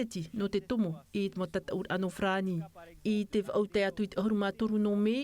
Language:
Tahitian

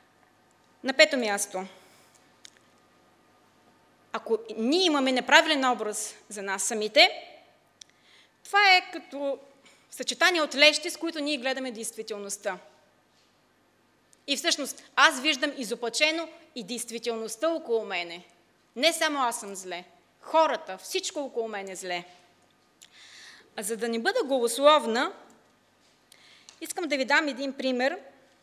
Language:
Bulgarian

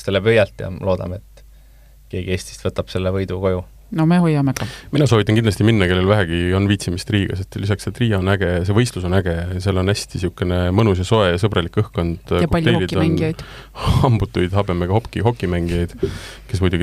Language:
Estonian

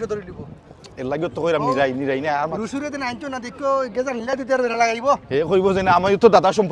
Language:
Sylheti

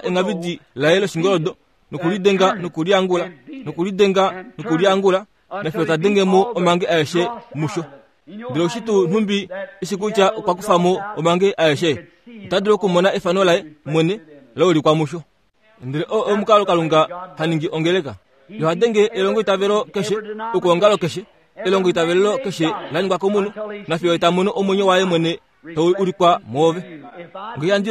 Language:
Kuanyama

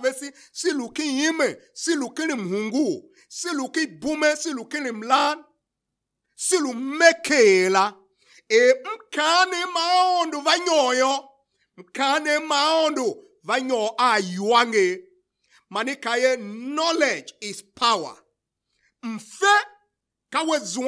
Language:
Tiv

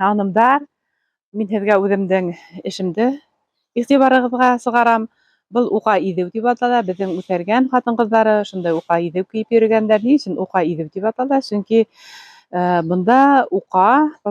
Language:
Bashkir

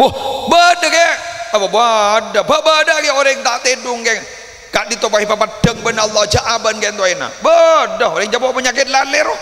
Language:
Madurese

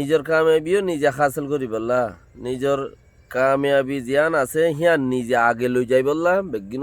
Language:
Rohingya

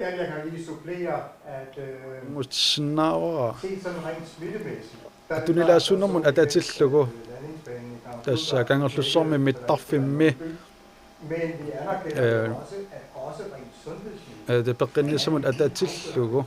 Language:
Kalaallisut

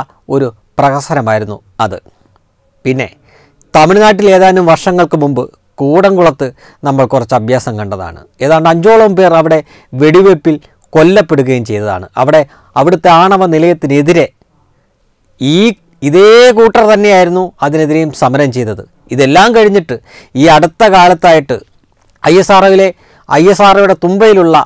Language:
Malayalam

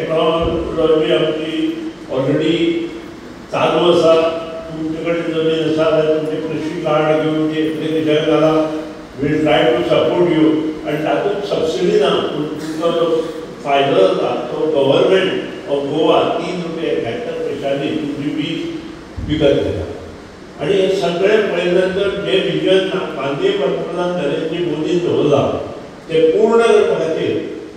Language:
Konkani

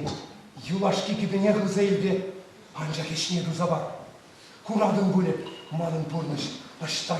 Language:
Chuvash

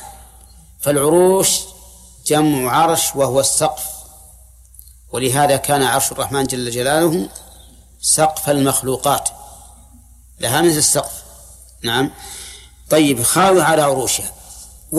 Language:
Arabic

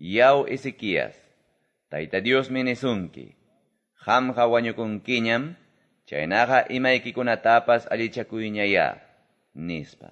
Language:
Quechua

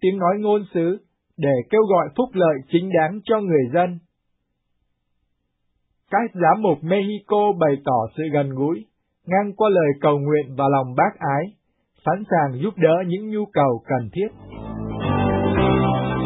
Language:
Vietnamese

